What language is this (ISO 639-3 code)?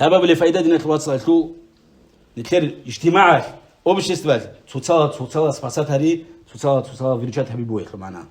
ava